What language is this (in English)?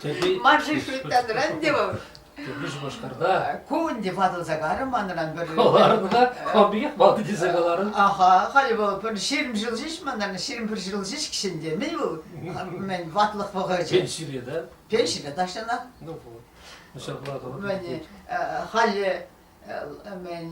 Chuvash